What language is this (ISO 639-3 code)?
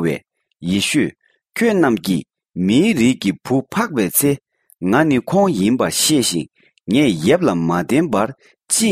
bod